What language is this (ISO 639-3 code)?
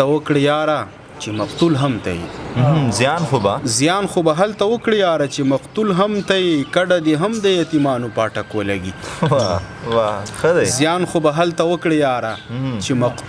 pus